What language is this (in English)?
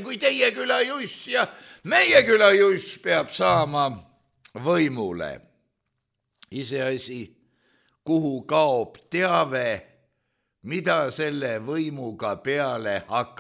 Estonian